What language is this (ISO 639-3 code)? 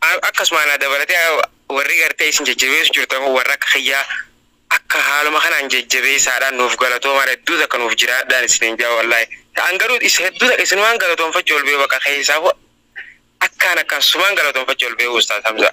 orm